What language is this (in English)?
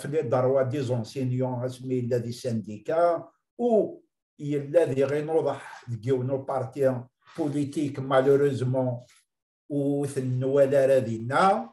Kabyle